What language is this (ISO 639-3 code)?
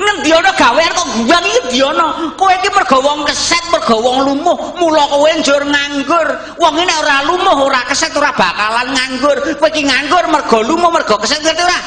jav